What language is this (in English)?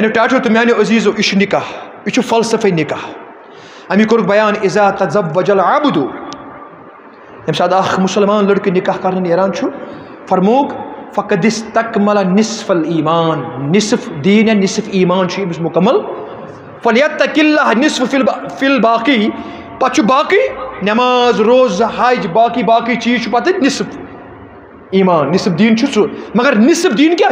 Kashmiri